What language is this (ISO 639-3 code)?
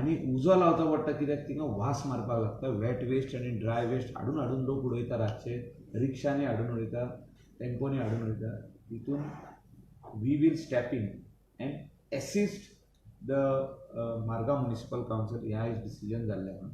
kok